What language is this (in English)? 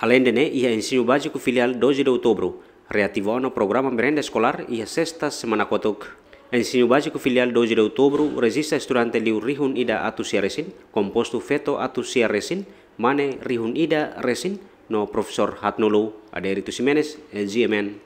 Tetum